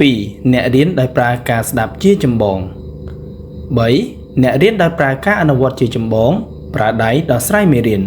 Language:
Khmer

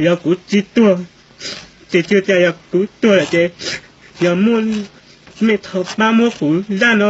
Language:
Hmong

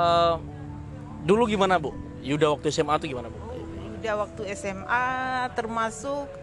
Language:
Indonesian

